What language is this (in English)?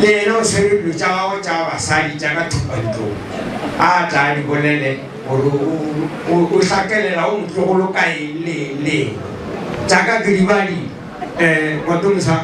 Northern Sotho